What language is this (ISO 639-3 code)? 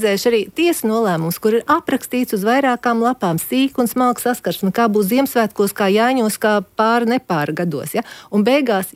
lav